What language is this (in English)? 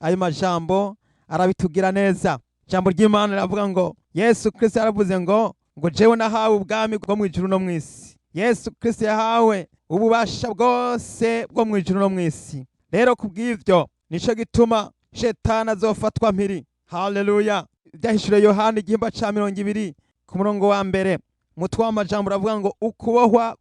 Rundi